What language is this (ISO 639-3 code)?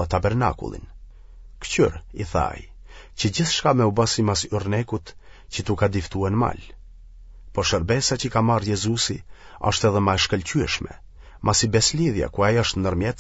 sqi